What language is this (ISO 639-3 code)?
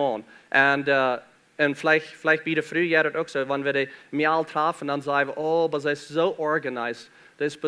pdt